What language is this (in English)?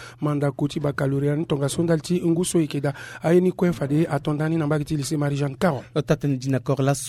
Sango